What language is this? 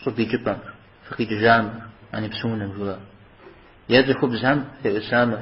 Kabardian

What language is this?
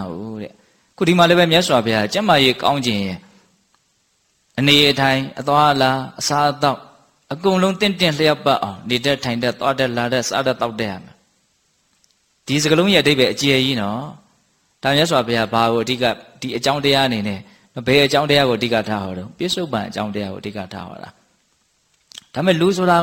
Burmese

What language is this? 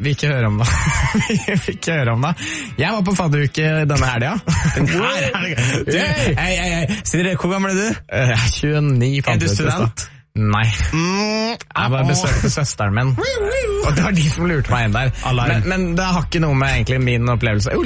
Norwegian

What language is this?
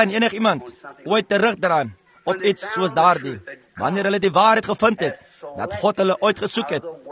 Afrikaans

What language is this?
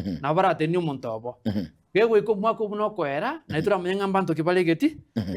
Gusii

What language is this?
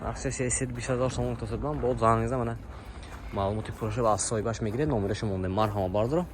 Tajik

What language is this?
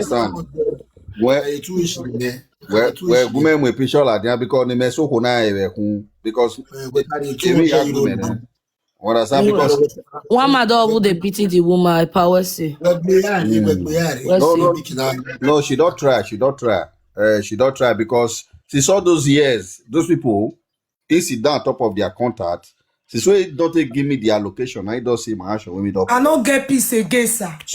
Nigerian Pidgin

